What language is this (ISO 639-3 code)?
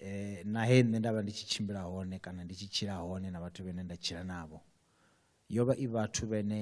ven